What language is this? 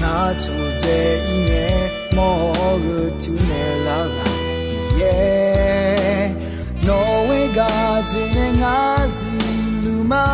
Akha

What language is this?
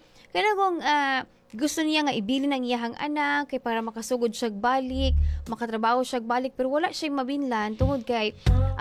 Cebuano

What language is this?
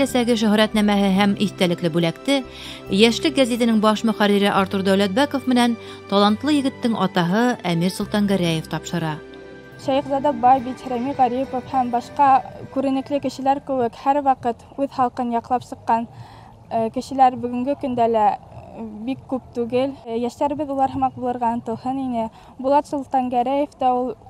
Bashkir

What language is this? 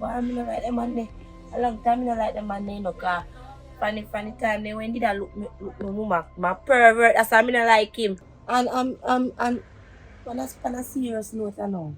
Jamaican Creole English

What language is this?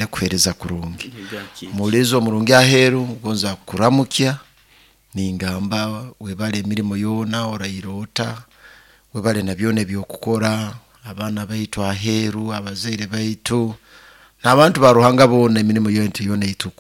Nyoro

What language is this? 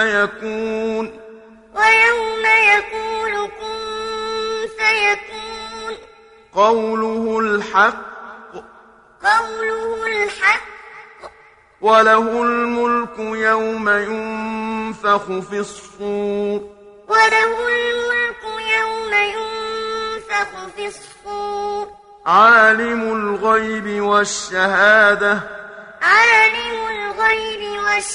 Arabic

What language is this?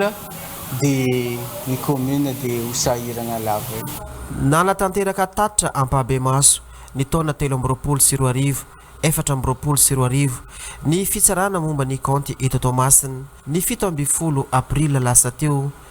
Malagasy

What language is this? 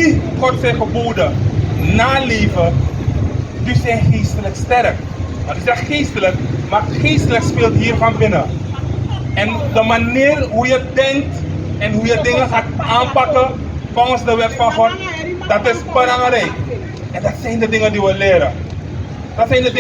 Sranan Tongo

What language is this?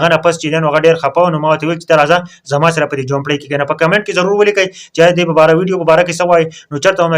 Pashto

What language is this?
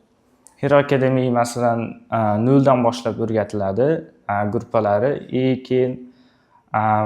Uzbek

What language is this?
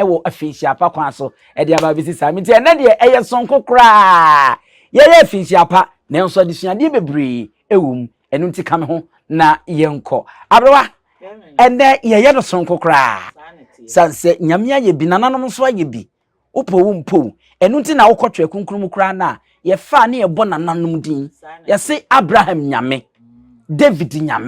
Akan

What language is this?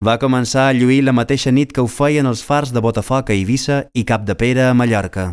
Catalan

